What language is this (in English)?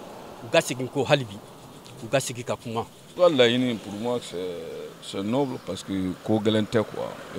Bambara